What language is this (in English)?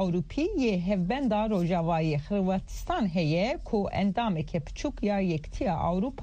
Kurdish